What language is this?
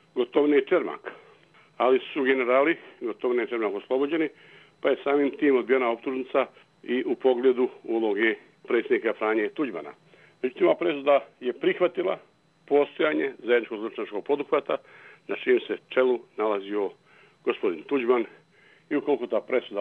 Bosnian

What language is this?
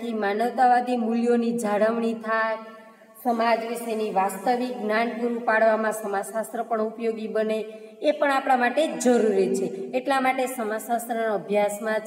Gujarati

